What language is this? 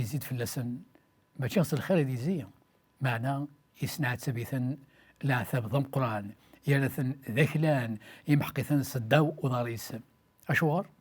Kabyle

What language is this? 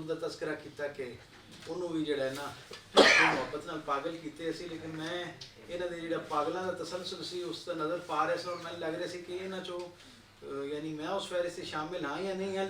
Western Panjabi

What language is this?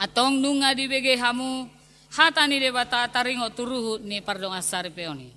Batak Toba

